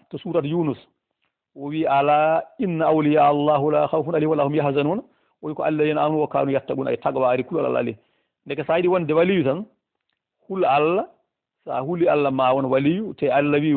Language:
Fula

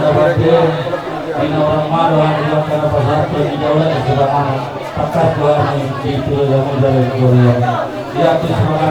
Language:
Batak Toba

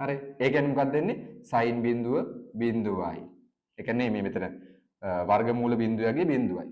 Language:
Sinhala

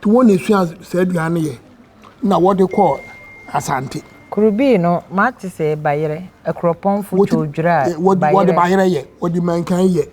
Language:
Akan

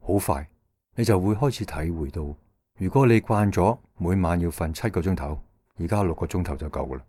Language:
Cantonese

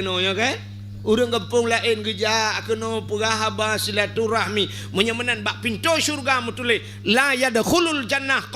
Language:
Achinese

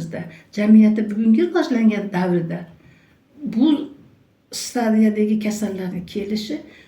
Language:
Uzbek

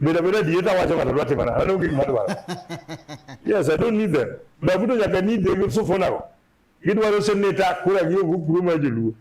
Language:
Luo (Kenya and Tanzania)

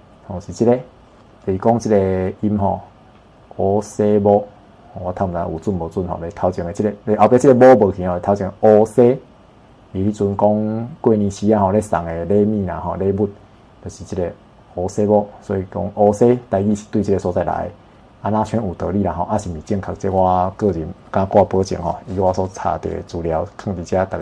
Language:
Min Nan Chinese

